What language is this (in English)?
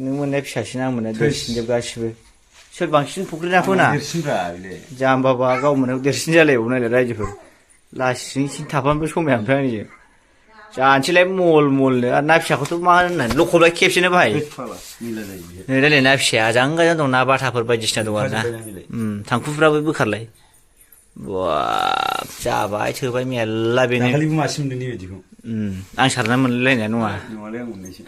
Bodo